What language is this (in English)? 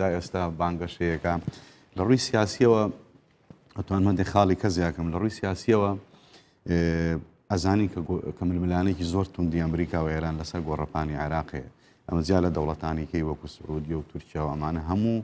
Central Kurdish